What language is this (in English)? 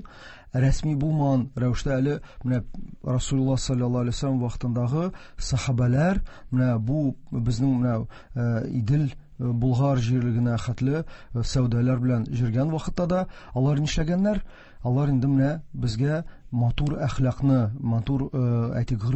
Tatar